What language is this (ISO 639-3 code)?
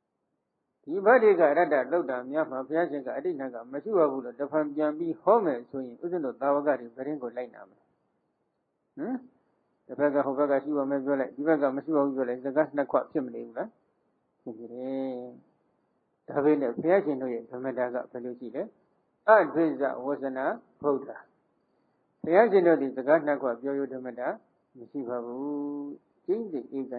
mya